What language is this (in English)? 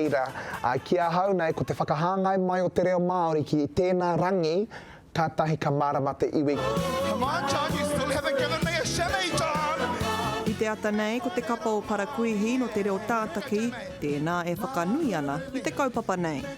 Māori